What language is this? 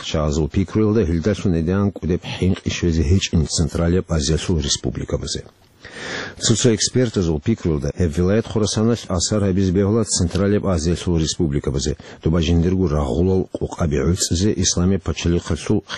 Avaric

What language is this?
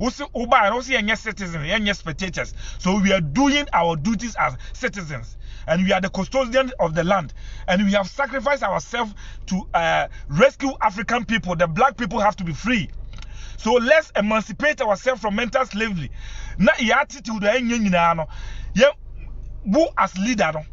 Akan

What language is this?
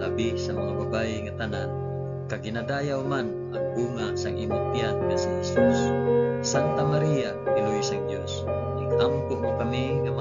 Hiligaynon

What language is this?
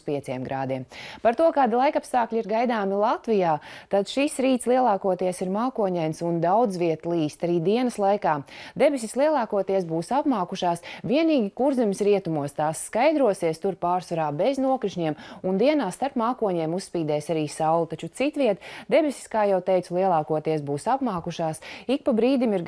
Latvian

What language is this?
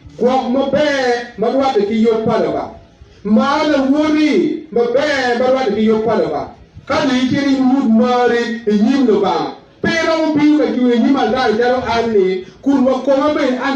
Acoli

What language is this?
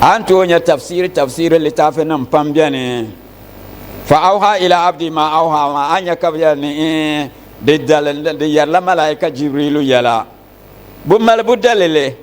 Dagbani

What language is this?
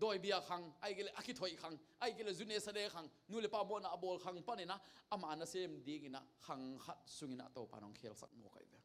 Tedim Chin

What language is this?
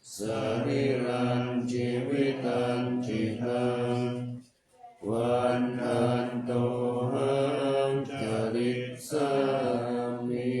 Pali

